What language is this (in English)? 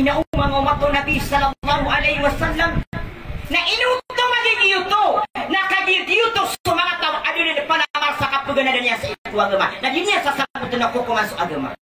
Maranao